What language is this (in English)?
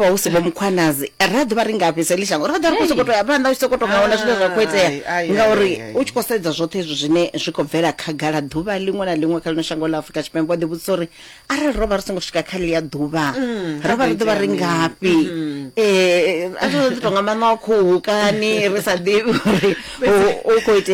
Venda